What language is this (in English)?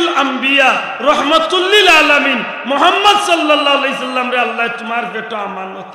Sylheti